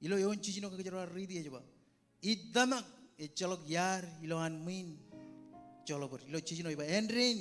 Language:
Marshallese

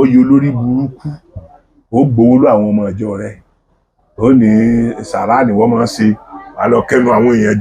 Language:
Yoruba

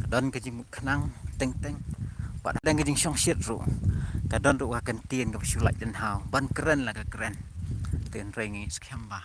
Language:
Khasi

